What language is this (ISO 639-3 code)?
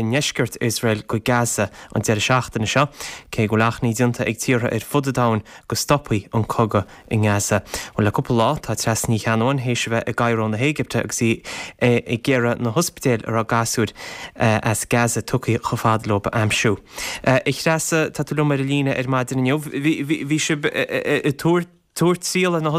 gle